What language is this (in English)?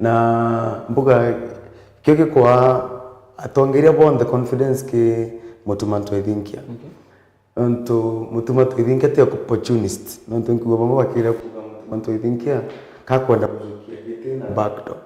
Meru